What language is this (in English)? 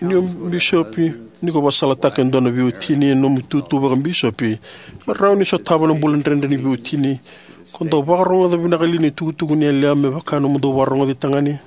Fijian